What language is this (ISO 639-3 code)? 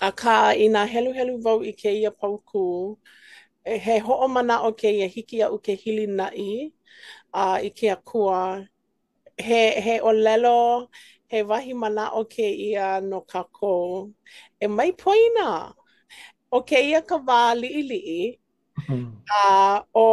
haw